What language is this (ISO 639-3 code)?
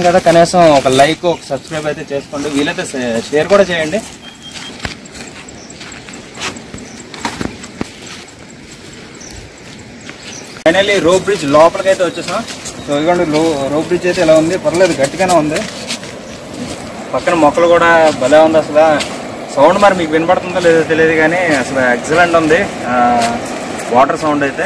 tel